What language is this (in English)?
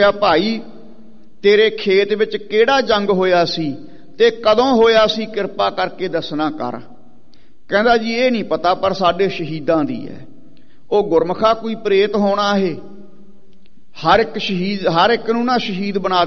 Punjabi